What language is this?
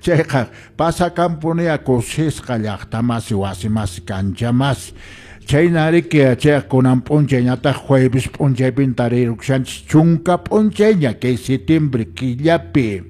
Quechua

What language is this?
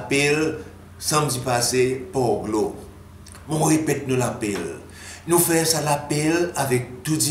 Seselwa Creole French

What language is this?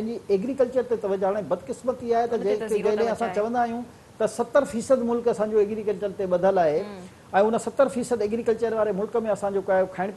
Sindhi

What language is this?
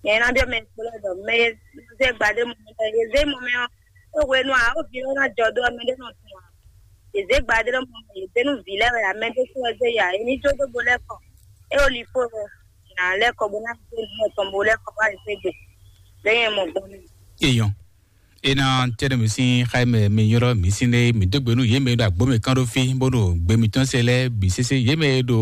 Fon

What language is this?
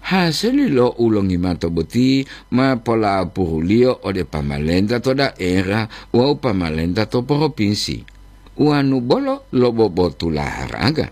Gorontalo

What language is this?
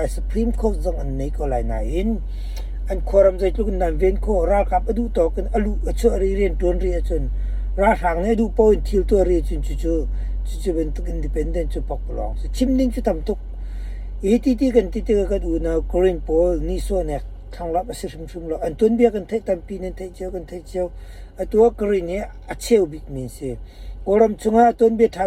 Hakha Chin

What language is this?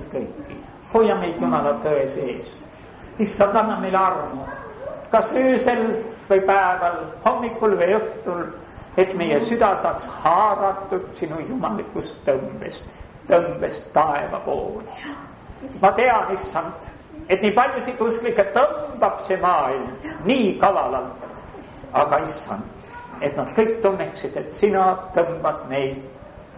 Estonian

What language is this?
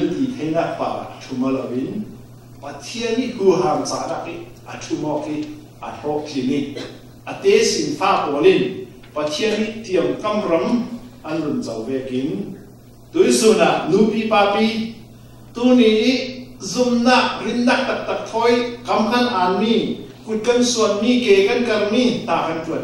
Falam Chin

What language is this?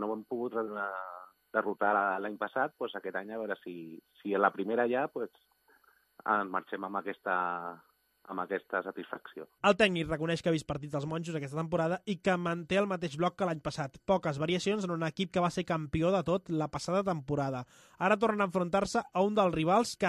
Catalan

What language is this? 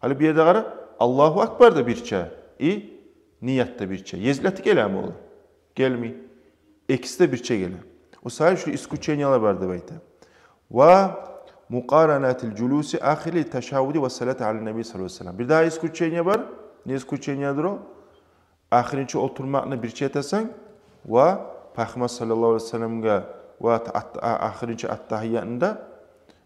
Kumyk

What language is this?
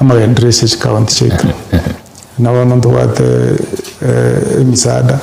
Gusii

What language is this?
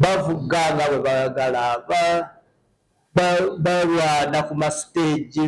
Nyankole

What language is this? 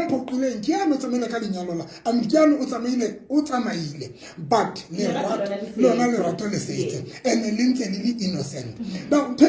Southern Sotho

